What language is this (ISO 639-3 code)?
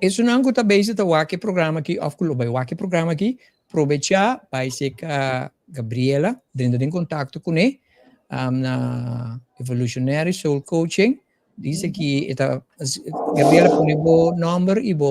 pap